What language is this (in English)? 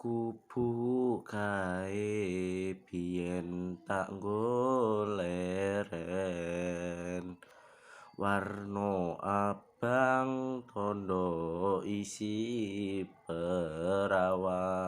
Javanese